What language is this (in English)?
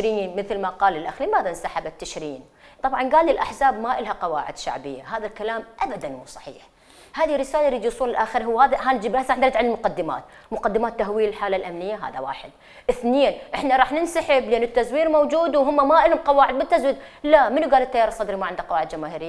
Mesopotamian Arabic